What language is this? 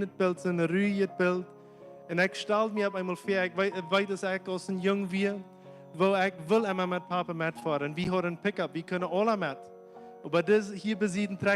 Plautdietsch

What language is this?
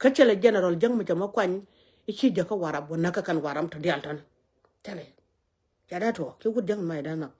Nuer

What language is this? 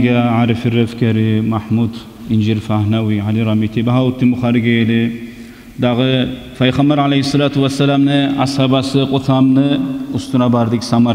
Kumyk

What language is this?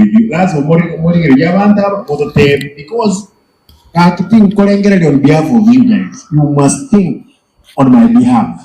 Gusii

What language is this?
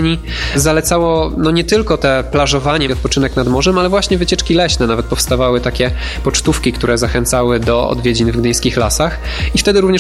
Polish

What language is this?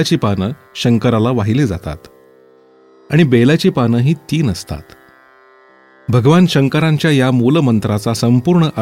Marathi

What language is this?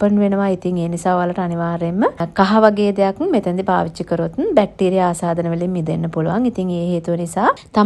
Sinhala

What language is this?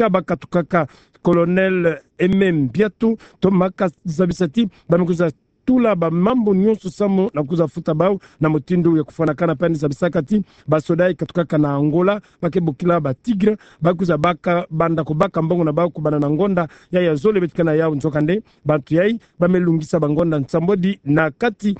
Kituba (Democratic Republic of Congo)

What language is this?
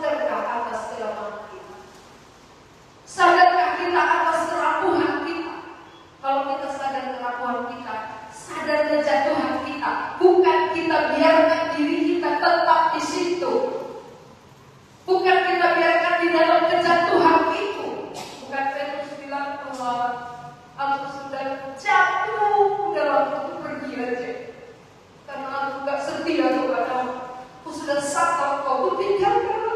Indonesian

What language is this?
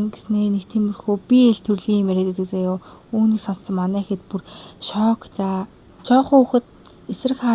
Mongolian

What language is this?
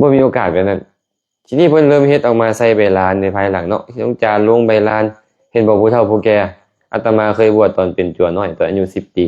Lao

